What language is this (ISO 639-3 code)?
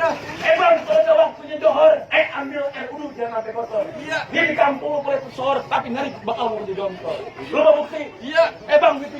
bew